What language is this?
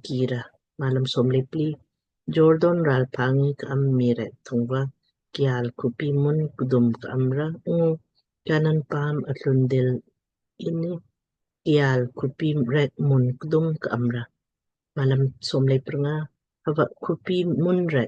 Lamkang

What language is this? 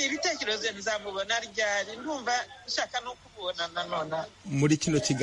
Kinyarwanda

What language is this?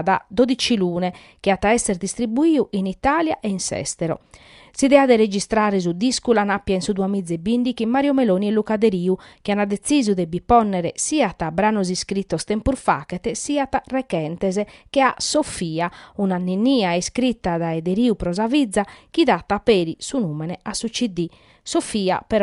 Sardinian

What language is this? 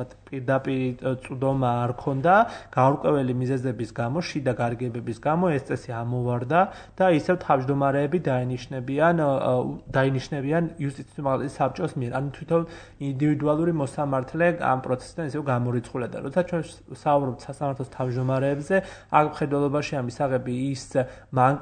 Georgian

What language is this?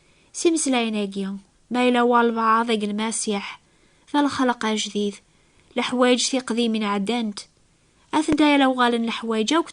Kabyle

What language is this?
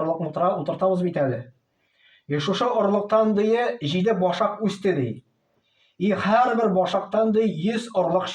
Tatar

